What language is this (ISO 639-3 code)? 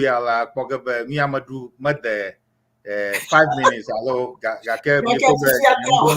ewe